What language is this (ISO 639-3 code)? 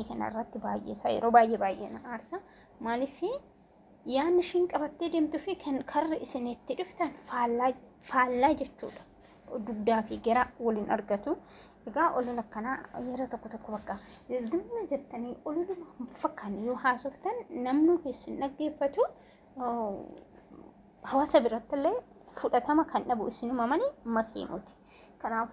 orm